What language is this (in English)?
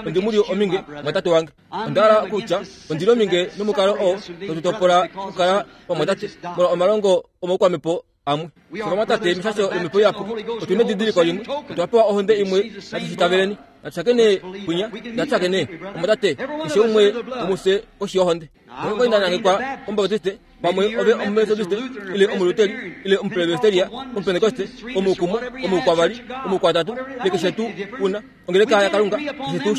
Kuanyama